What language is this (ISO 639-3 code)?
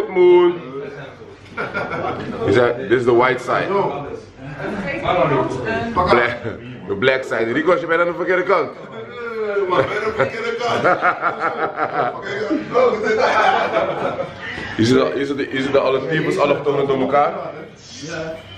nld